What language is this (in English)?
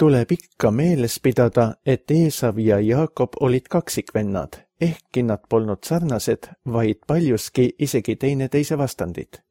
Estonian